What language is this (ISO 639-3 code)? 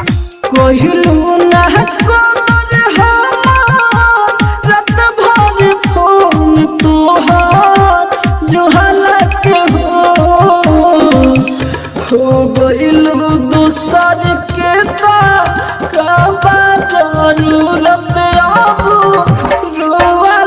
bho